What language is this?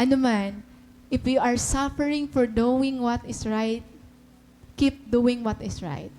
Waray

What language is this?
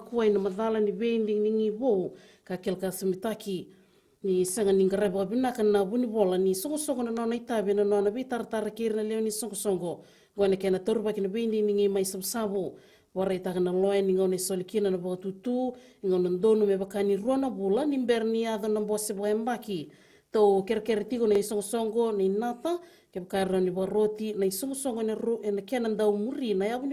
Fijian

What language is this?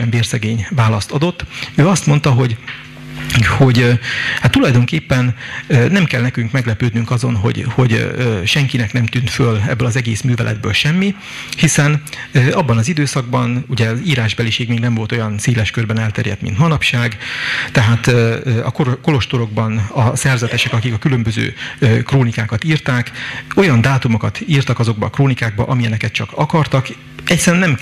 Hungarian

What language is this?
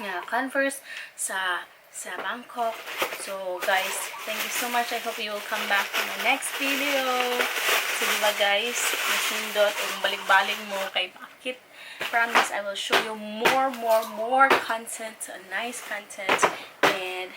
Cebuano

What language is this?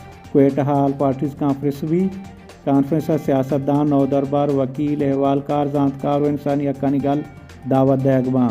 Baluchi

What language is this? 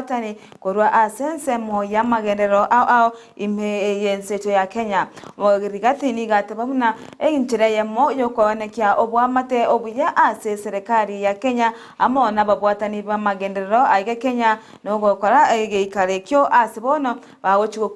Gusii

